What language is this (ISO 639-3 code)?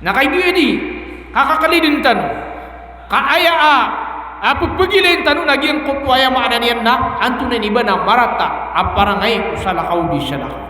mrw